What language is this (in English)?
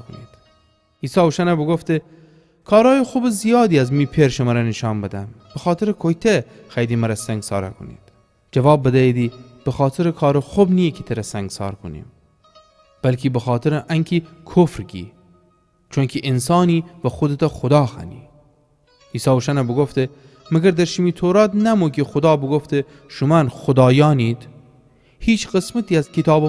Gilaki